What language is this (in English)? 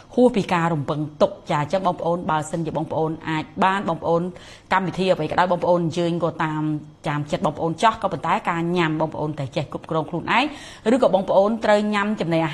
Khmer